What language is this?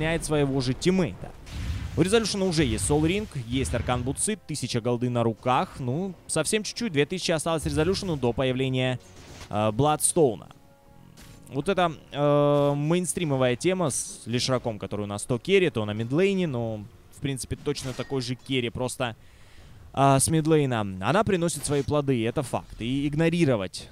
Russian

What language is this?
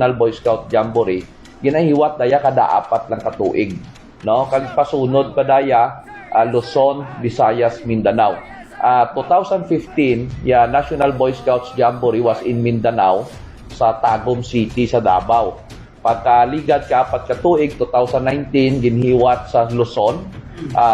Hiligaynon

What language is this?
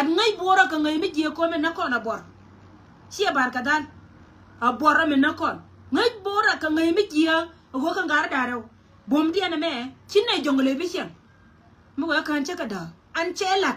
Nuer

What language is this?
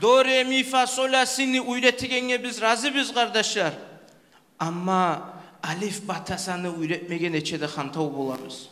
Kumyk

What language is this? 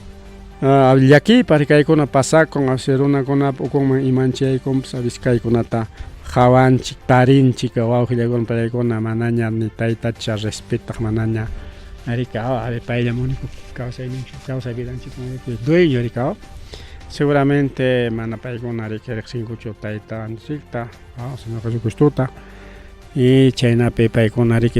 Ayacucho Quechua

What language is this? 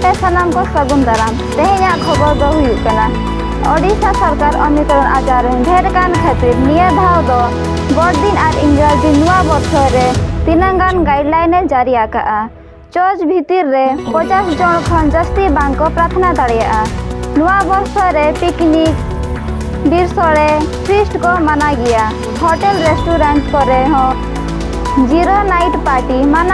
Santali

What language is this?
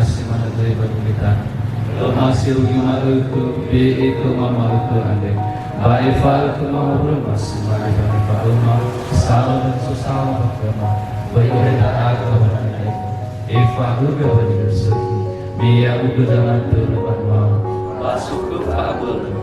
Nias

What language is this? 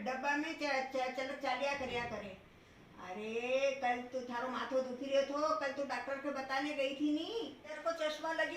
Rajasthani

